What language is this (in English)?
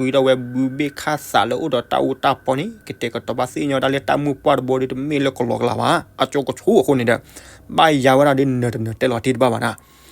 S'gaw Karen